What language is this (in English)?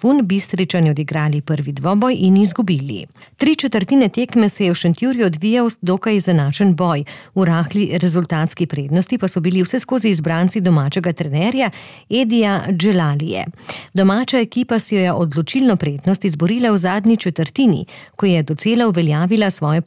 Slovenian